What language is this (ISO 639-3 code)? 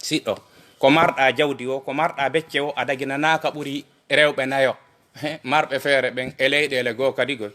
ful